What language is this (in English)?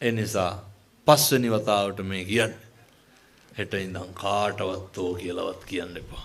Sinhala